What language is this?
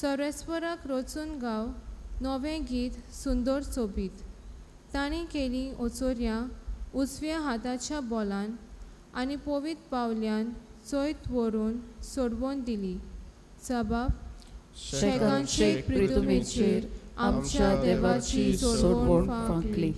Konkani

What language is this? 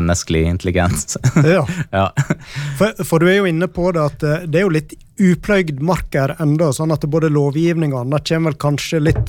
Norwegian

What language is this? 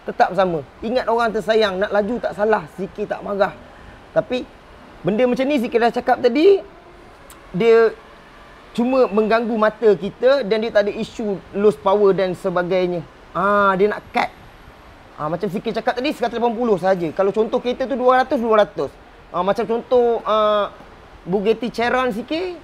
Malay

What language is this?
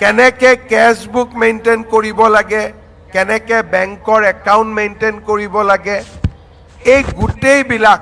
Assamese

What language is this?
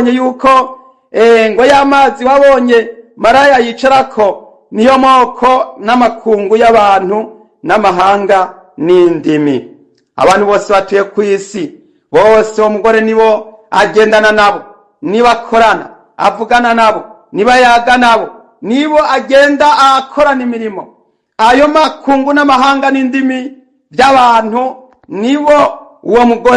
Rundi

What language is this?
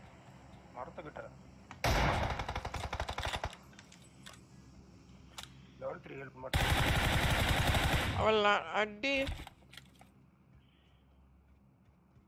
Tamil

